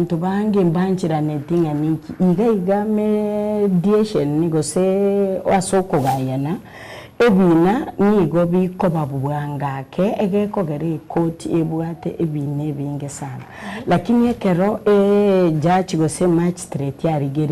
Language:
Gusii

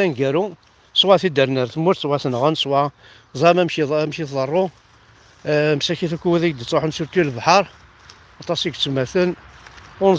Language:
Kabyle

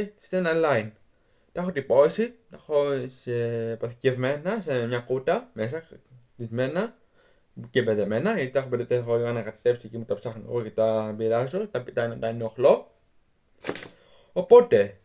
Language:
Greek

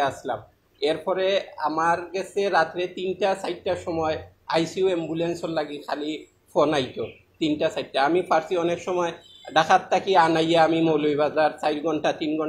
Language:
Sylheti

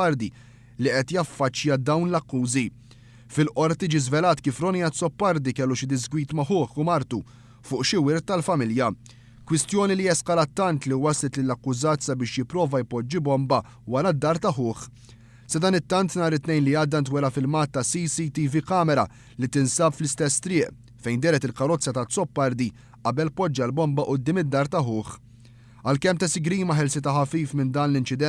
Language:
Maltese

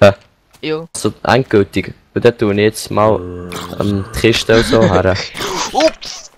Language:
Swiss German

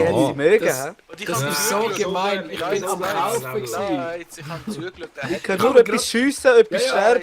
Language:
Swiss German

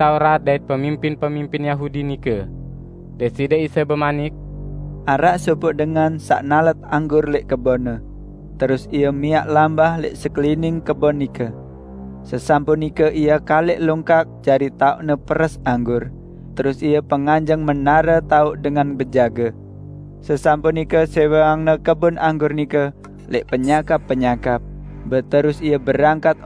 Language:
Sasak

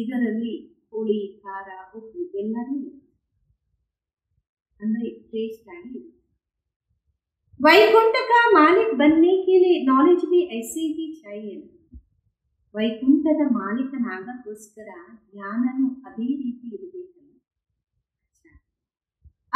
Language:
Kannada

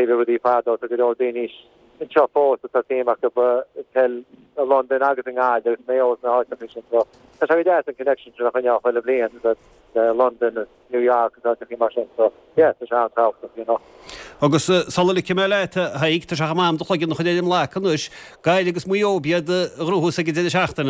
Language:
Irish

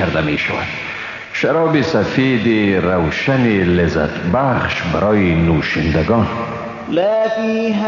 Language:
Persian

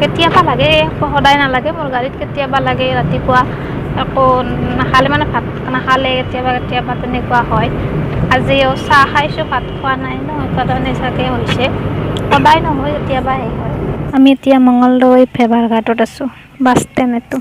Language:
Assamese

